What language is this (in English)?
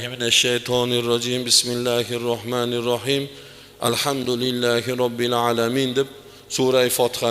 Uzbek